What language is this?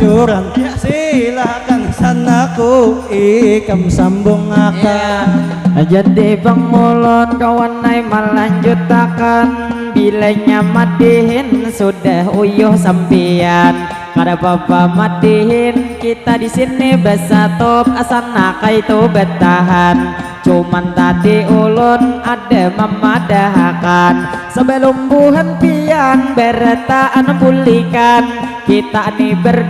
Banjar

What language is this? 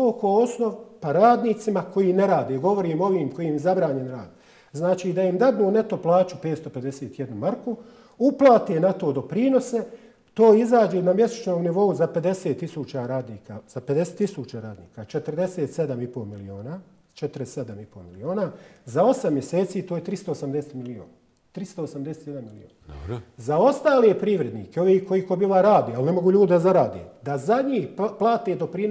Bosnian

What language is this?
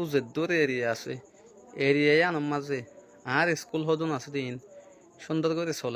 Rohingya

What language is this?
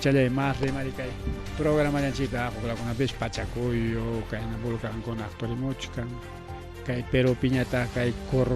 Ayacucho Quechua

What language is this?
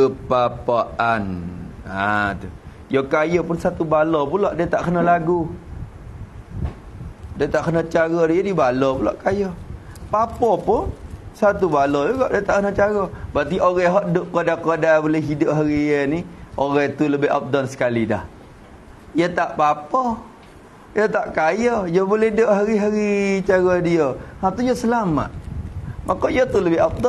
Malay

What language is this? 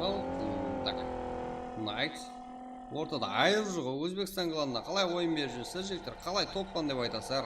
Kara-Kalpak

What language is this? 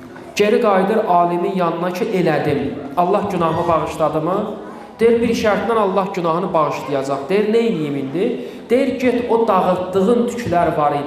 Azerbaijani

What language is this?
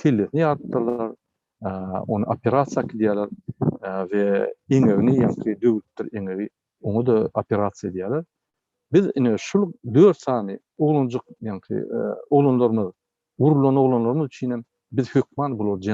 Turkmen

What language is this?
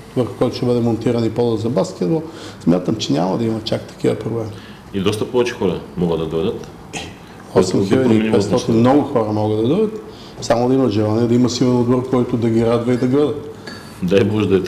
Bulgarian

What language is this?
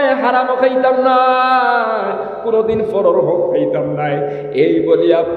Sylheti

